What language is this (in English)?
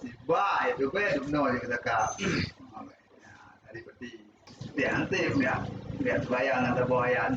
Achinese